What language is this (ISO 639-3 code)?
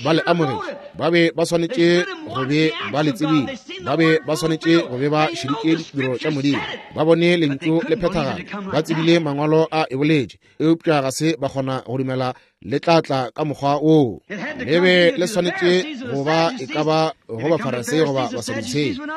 nso